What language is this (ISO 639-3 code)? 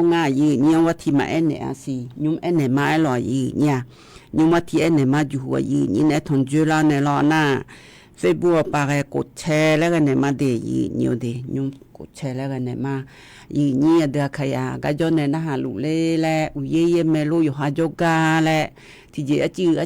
ahk